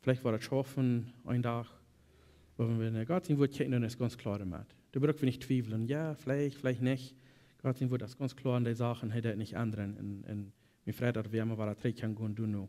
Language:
Plautdietsch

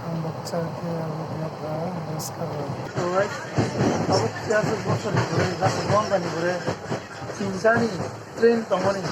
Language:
Kok Borok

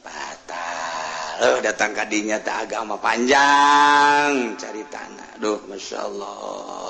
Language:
Sundanese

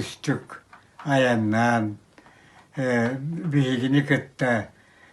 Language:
Yakut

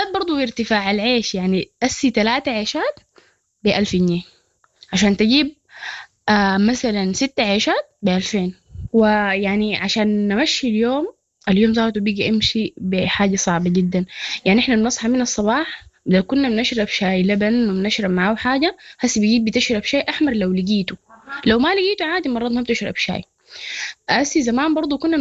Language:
Sudanese Arabic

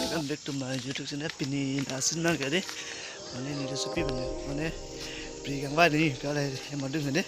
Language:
Karbi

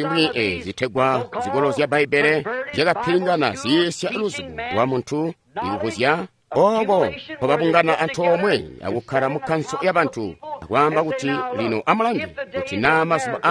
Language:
Tonga (Zambia)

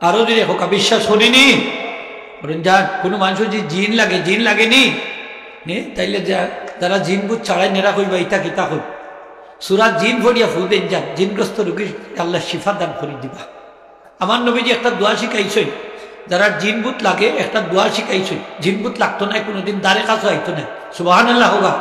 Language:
Sylheti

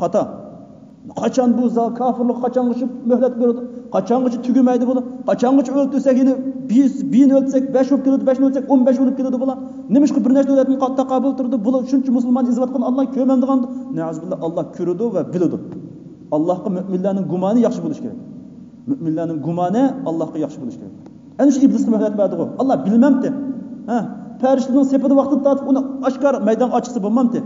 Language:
Uyghur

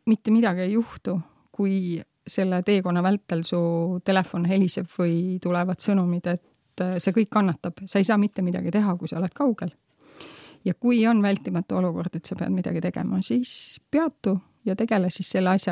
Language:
Estonian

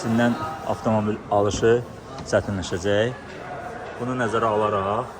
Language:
Azerbaijani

